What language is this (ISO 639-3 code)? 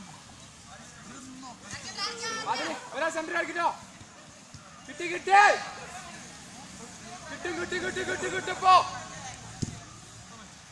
mal